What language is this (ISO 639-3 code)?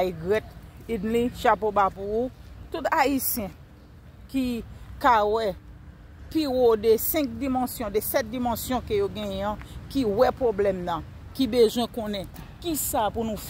hat